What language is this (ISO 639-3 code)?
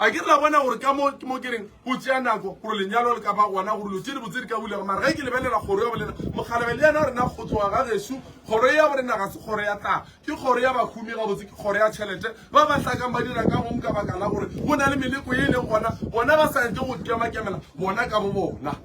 nso